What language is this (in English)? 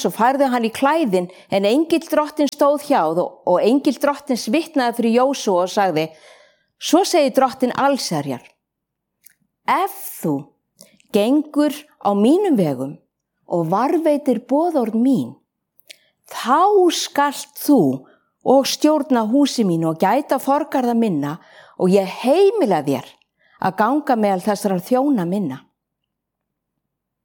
Icelandic